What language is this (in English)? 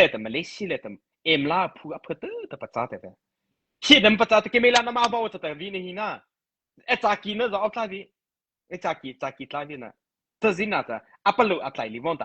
Mara Chin